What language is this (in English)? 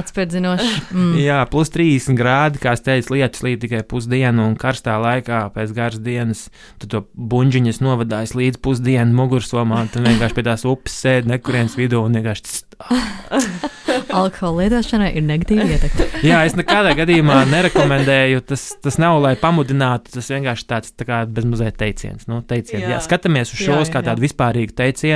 Latvian